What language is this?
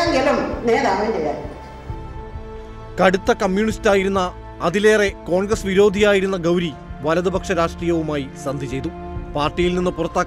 Malayalam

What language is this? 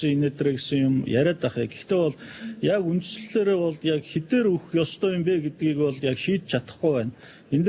Mongolian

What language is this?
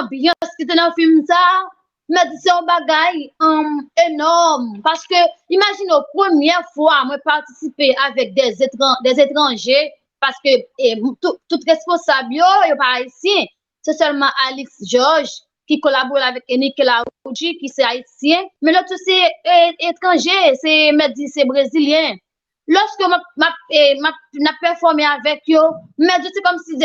Haitian Creole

